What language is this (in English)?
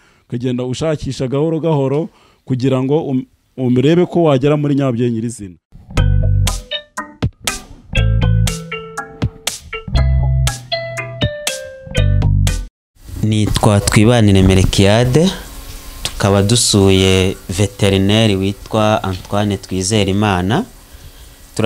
Kinyarwanda